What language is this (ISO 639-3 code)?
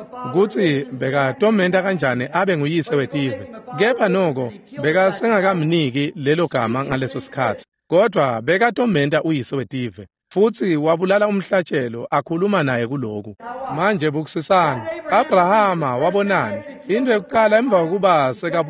ssw